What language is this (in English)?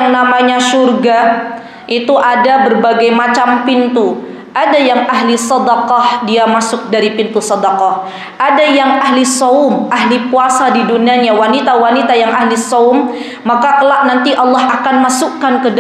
Indonesian